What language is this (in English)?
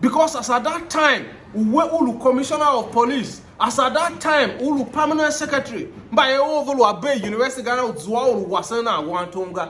Tiv